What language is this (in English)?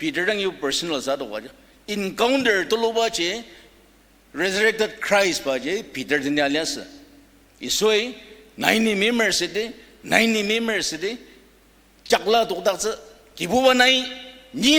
Ao Naga